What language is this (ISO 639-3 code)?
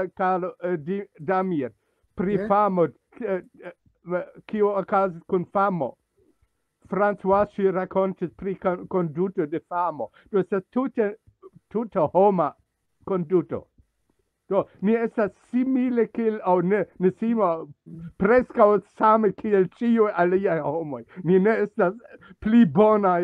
epo